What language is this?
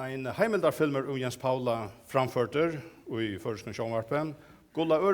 Faroese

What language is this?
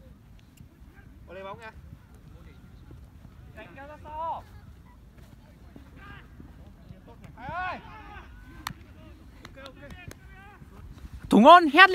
Vietnamese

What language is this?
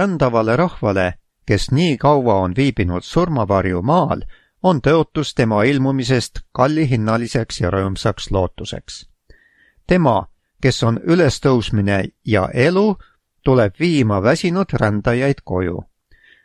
Estonian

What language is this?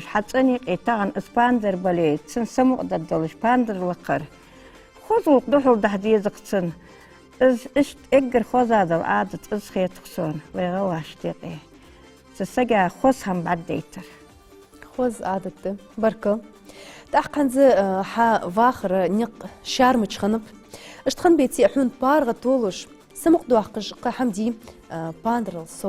Ingush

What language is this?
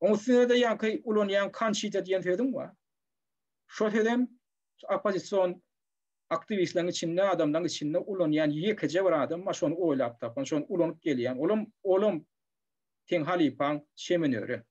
Turkmen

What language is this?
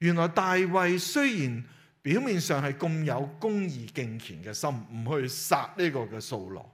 Cantonese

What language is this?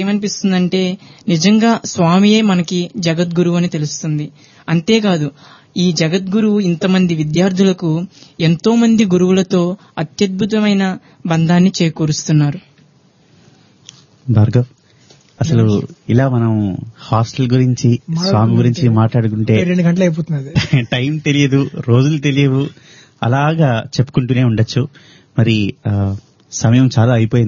Telugu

